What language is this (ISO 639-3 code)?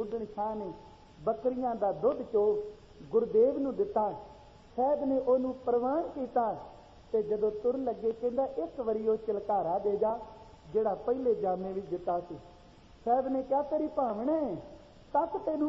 pan